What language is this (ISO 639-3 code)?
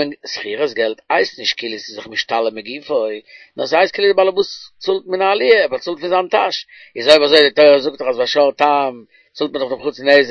yid